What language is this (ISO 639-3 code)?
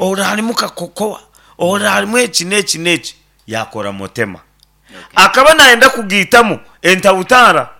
nyn